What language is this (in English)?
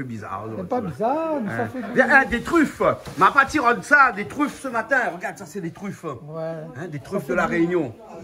Réunion Creole French